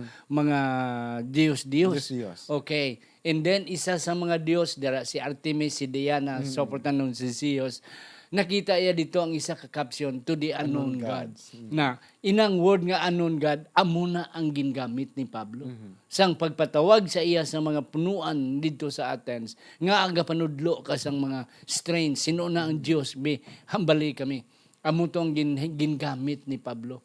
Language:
Hiligaynon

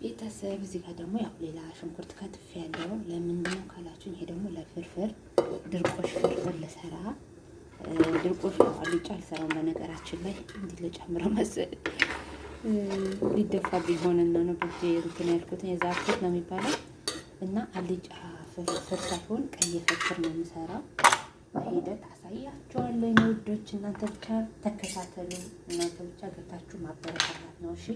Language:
Amharic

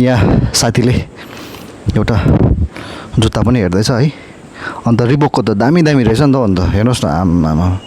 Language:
Nepali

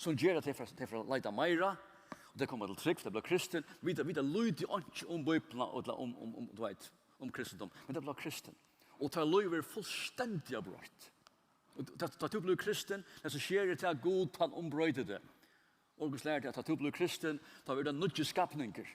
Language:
Faroese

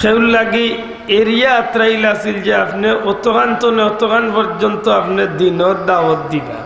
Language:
Sylheti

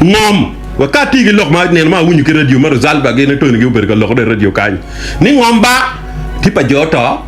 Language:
Acoli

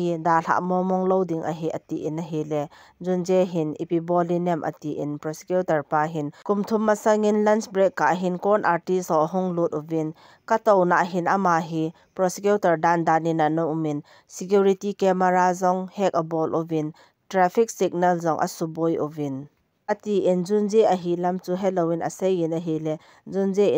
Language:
Thado Chin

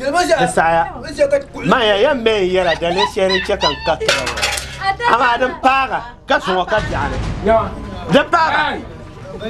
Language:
Dagbani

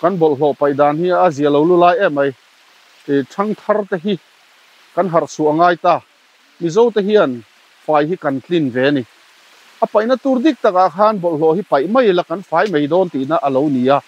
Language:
Mizo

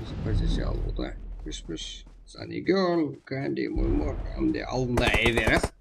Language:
Kara-Kalpak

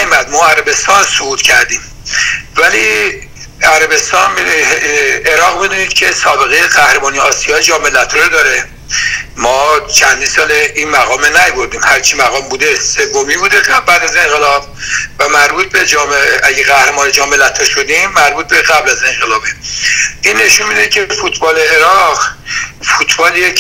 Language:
Persian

